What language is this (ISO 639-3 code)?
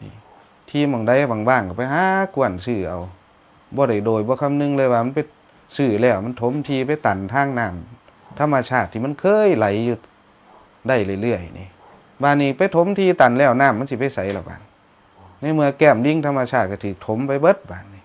tts